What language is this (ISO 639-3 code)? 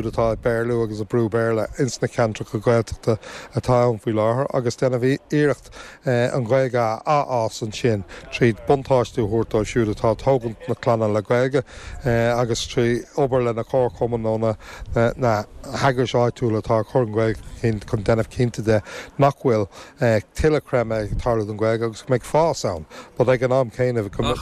gle